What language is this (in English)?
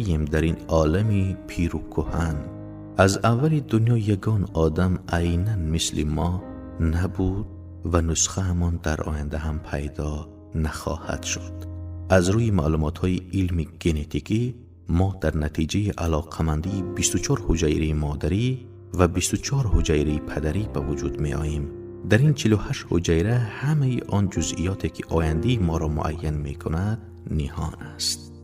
Tajik